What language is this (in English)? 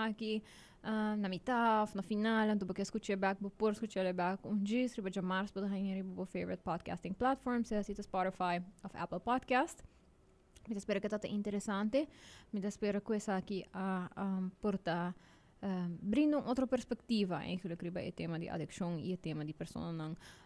Papiamento